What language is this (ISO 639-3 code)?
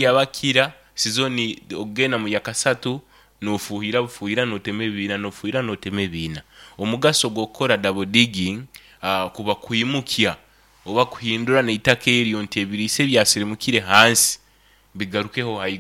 nyo